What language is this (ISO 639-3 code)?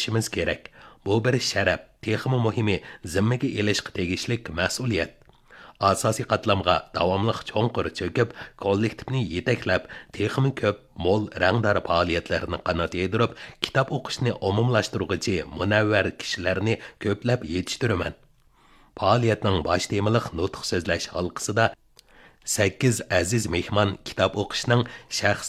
uig